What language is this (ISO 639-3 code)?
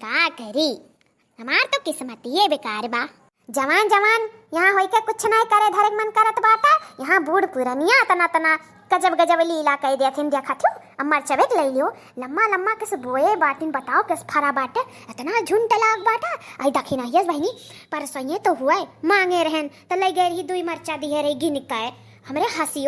awa